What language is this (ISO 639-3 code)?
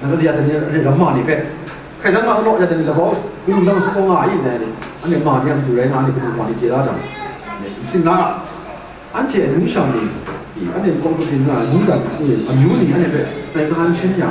kac